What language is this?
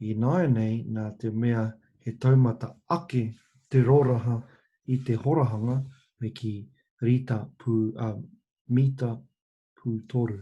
Māori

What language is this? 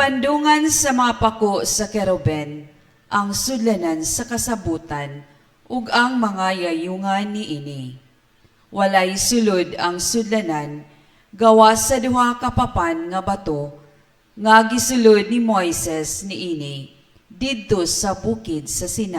Cebuano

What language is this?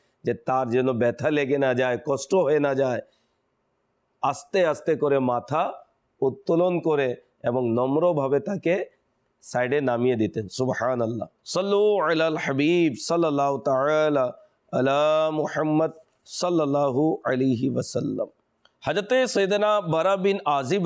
Bangla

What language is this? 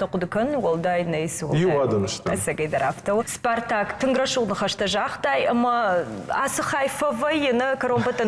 Ossetic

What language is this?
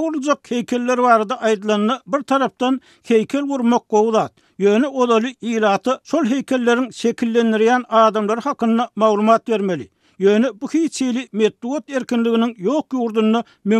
Turkmen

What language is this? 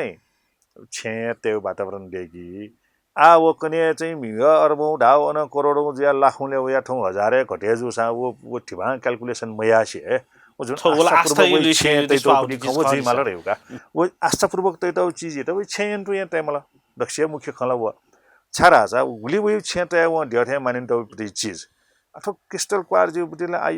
Newari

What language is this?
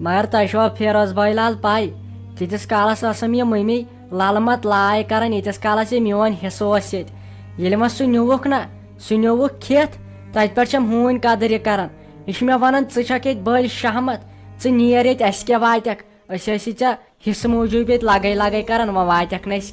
Kashmiri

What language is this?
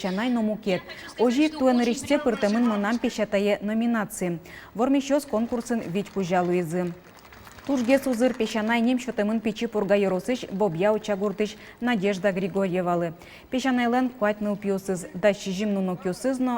Udmurt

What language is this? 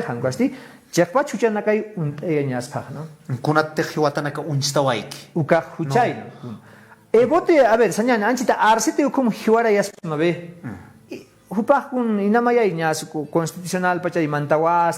Aymara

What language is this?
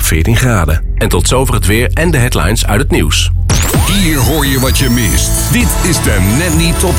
Dutch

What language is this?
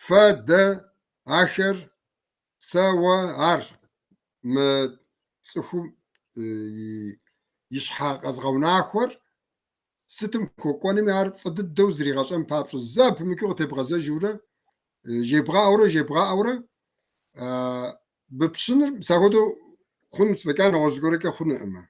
Kabardian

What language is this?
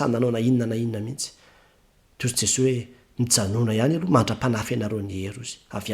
Malagasy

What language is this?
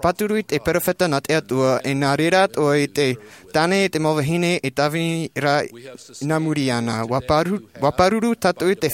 Tahitian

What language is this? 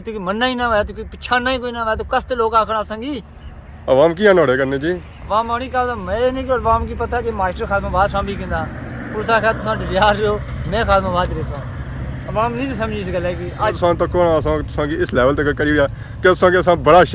Pahari-Potwari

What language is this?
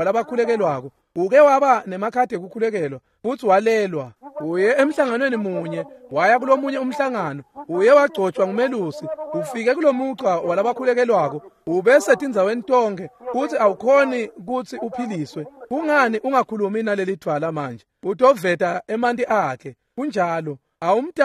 Swati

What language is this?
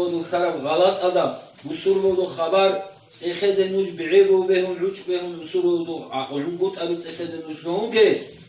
Avaric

